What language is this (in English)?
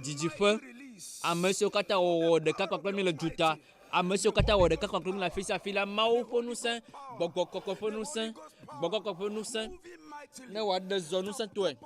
Ewe